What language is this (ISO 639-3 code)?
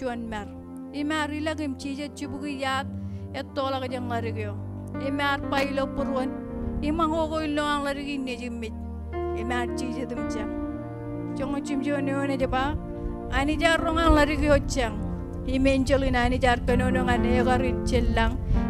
mah